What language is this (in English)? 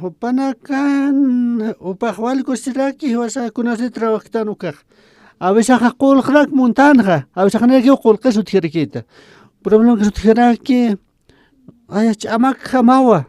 Aymara